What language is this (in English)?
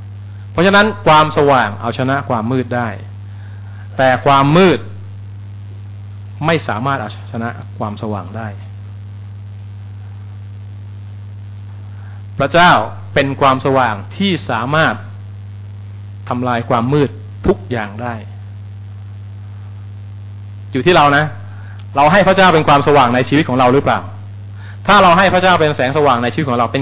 Thai